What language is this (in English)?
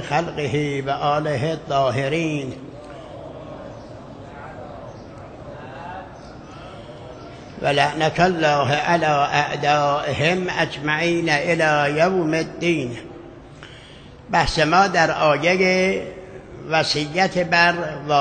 Persian